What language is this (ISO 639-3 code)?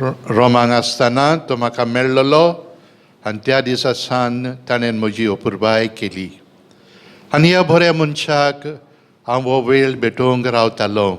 kok